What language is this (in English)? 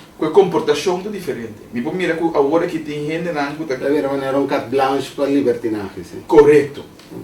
Papiamento